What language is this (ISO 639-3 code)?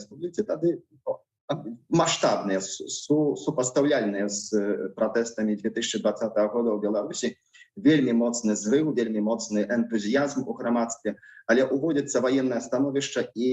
bel